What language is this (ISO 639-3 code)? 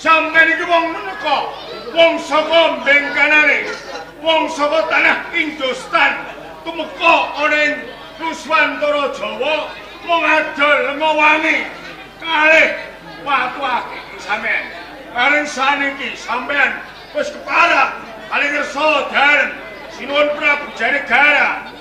jav